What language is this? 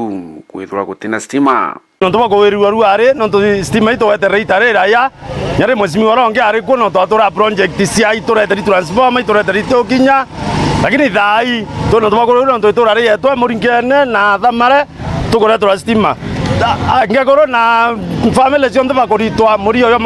Meru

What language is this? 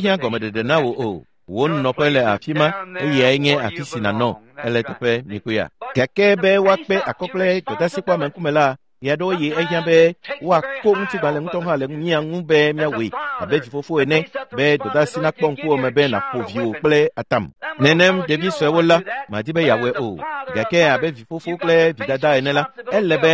Ewe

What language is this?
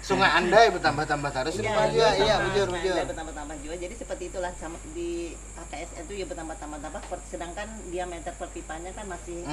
Banjar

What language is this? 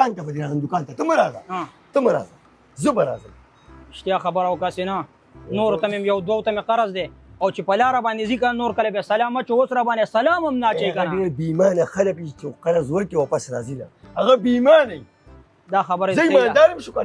Pashto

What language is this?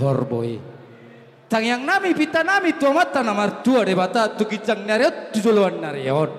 Batak Toba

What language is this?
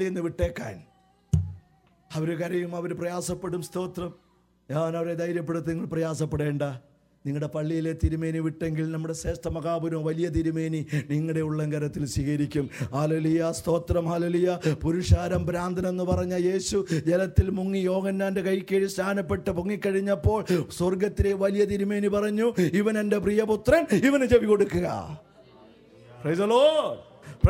Malayalam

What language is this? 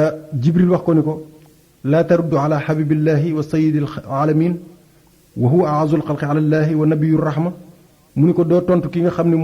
Wolof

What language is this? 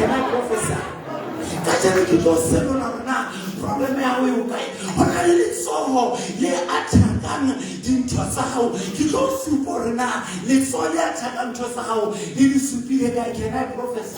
Southern Sotho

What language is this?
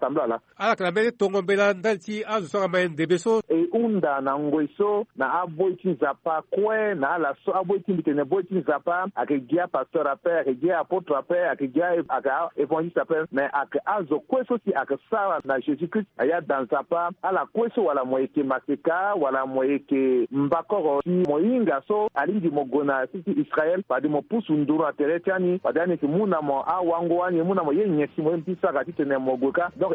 Sango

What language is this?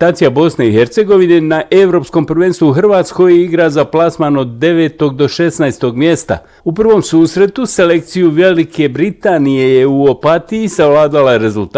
Bosnian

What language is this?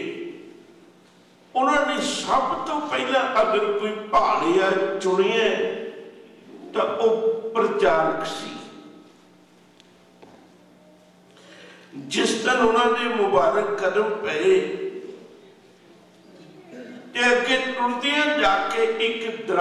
Punjabi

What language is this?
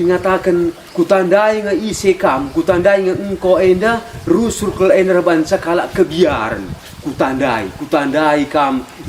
Batak Karo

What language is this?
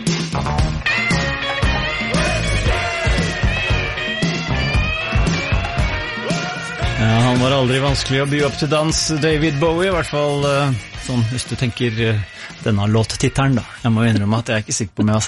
Norwegian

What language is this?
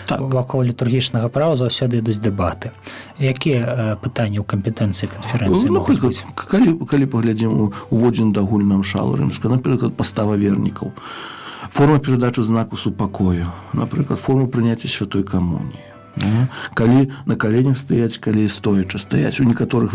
Belarusian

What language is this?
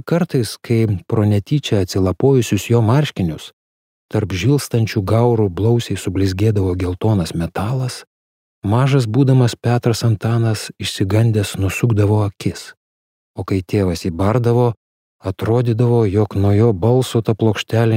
Lithuanian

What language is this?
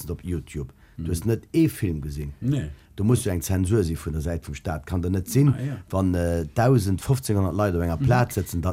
Luxembourgish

